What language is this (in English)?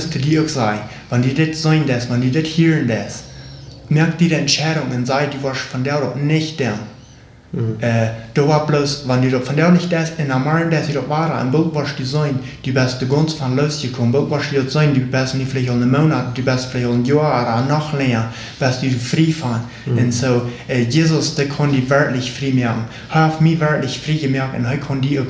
Plautdietsch